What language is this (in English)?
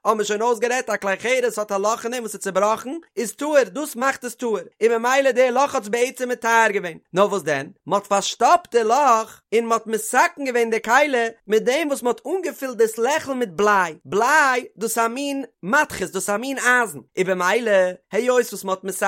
Yiddish